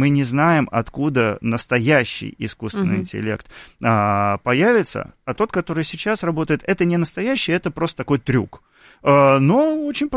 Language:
Russian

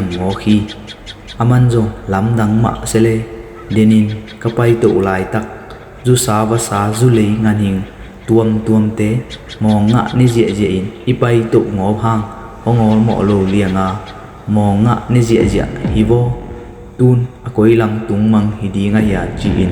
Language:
Tedim Chin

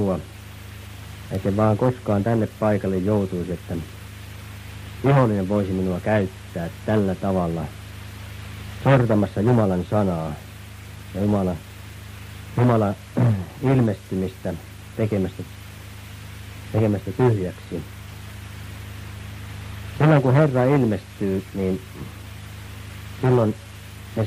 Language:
Finnish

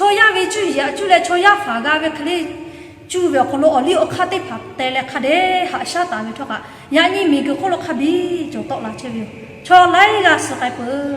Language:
Lahu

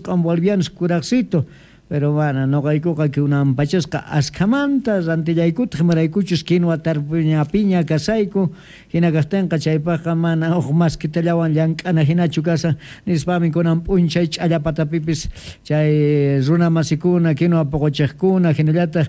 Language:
South Bolivian Quechua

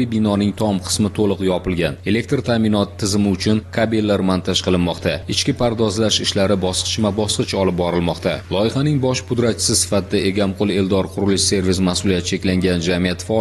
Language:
Uzbek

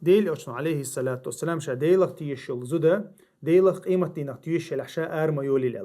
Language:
Chechen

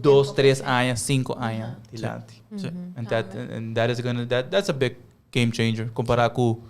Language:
Papiamento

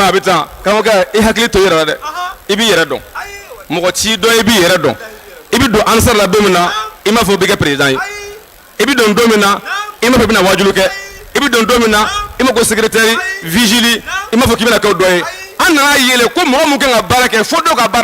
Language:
Bambara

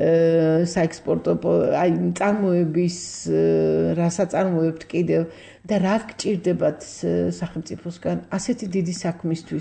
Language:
Georgian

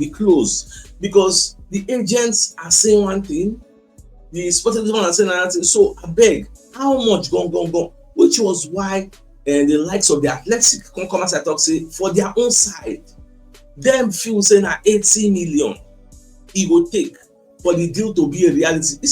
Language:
Nigerian Pidgin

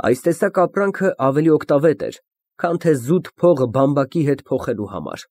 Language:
Armenian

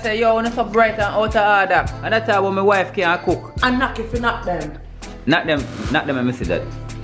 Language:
Jamaican Creole English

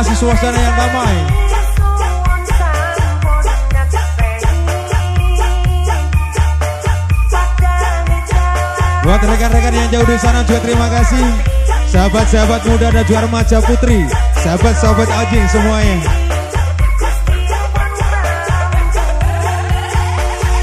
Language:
Indonesian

